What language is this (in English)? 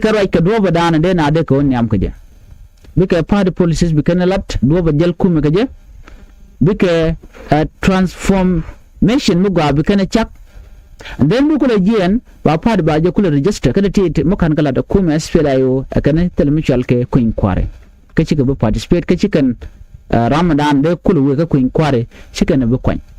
Nuer